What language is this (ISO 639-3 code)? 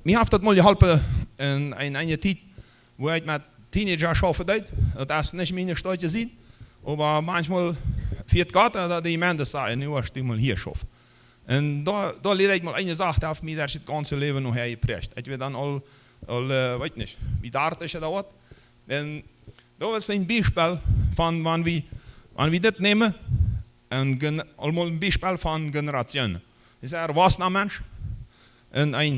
pdt